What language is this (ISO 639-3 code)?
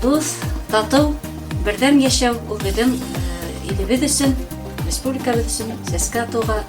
bak